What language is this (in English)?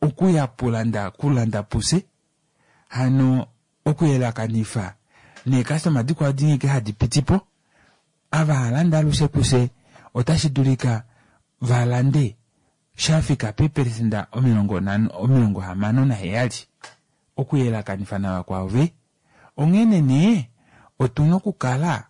Kuanyama